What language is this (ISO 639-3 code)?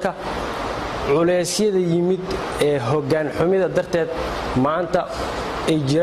som